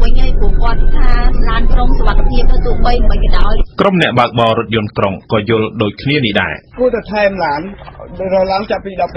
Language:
Khmer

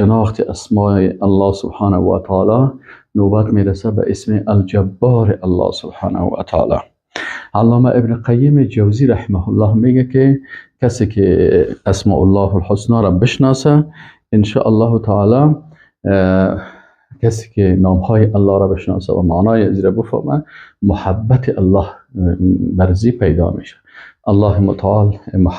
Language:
Persian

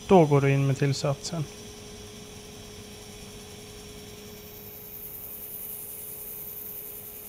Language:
Swedish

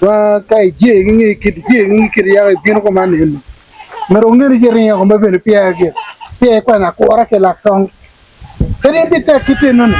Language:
Acoli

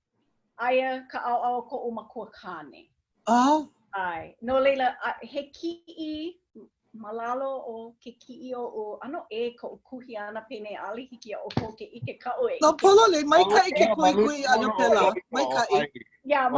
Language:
Hawaiian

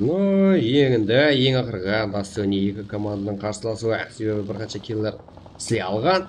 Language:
Kara-Kalpak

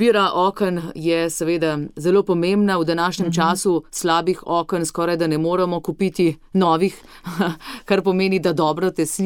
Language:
Slovenian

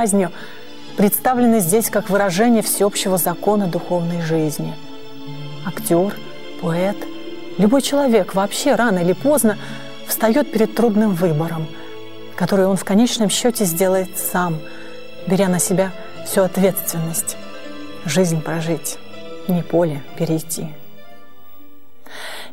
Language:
Russian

